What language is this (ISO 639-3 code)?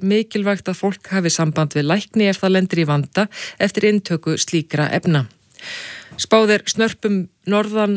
isl